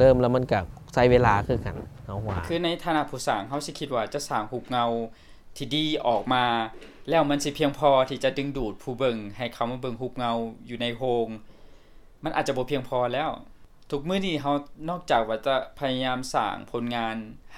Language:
Lao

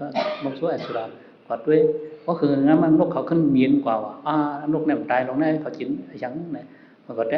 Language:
Shan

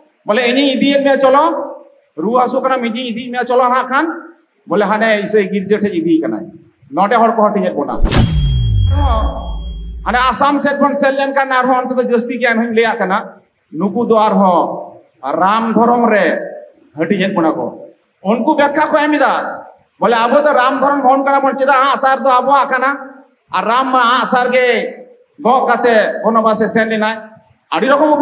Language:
Santali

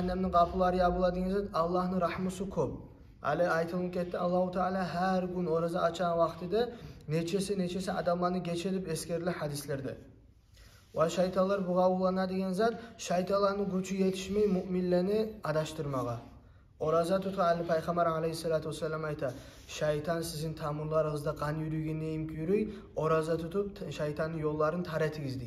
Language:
Kumyk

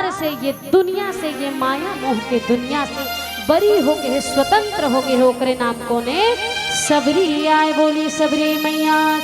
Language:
Chhattisgarhi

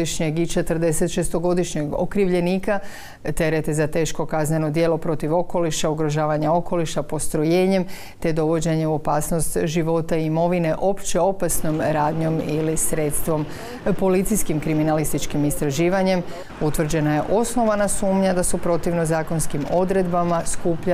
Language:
Croatian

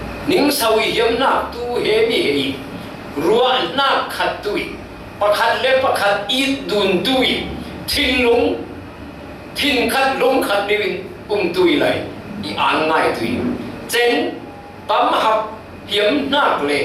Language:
Falam Chin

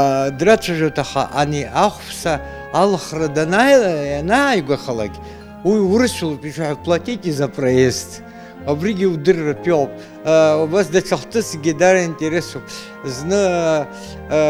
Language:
Abkhazian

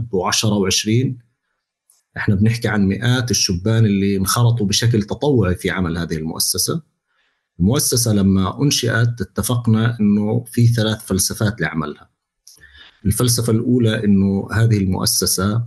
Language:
North Levantine Arabic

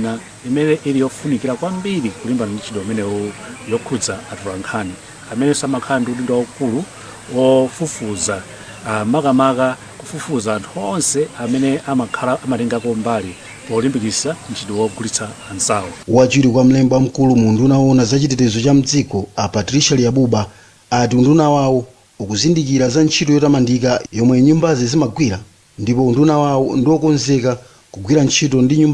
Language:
Nyanja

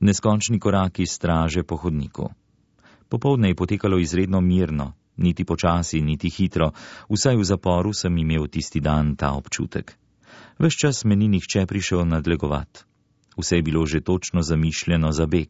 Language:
Slovenian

